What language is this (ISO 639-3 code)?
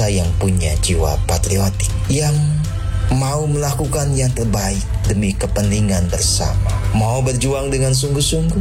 ind